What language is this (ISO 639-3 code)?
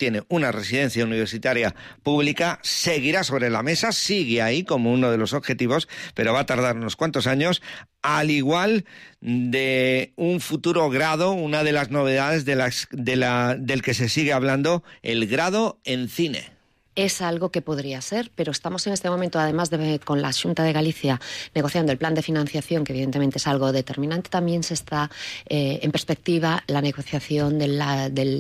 spa